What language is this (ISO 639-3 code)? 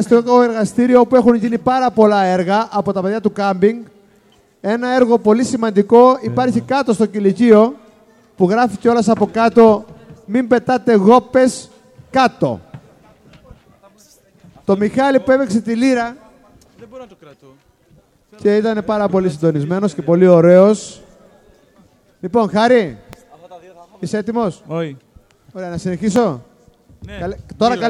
ell